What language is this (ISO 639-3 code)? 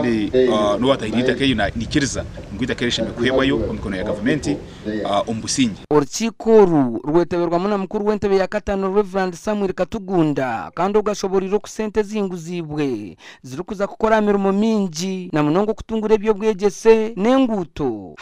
nyn